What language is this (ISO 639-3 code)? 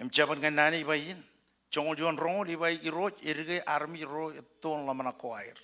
mah